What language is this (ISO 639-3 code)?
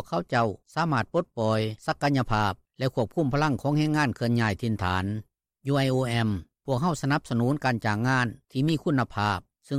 lao